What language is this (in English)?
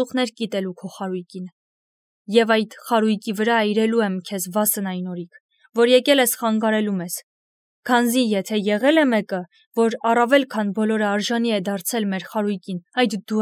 Armenian